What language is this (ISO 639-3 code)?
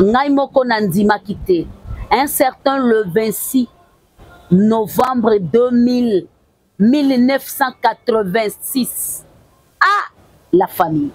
lin